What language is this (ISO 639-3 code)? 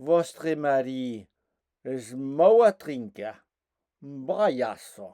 oci